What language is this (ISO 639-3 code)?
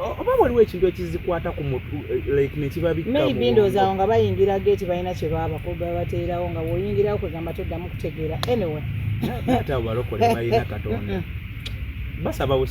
lug